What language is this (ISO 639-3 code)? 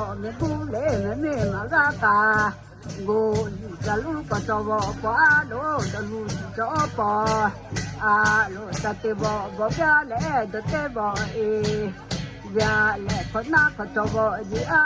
lhu